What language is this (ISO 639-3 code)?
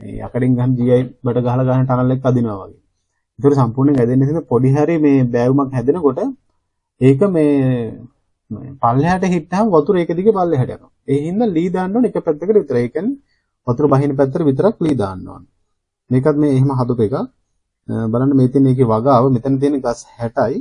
sin